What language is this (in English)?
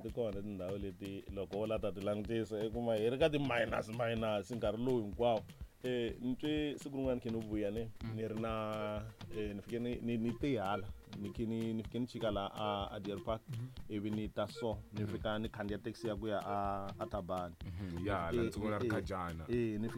Tsonga